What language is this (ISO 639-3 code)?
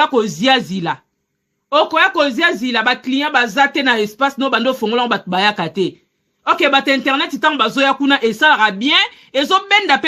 lin